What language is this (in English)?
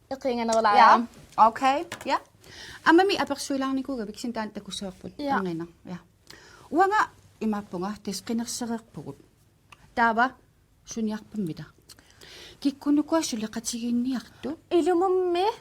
Kalaallisut